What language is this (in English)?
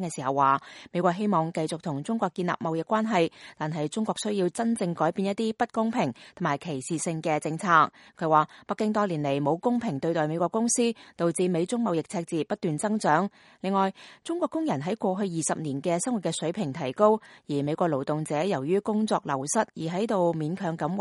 Cantonese